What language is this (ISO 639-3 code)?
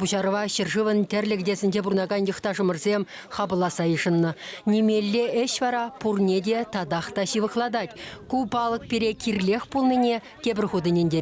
chv